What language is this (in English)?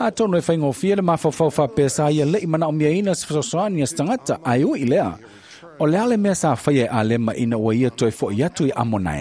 Samoan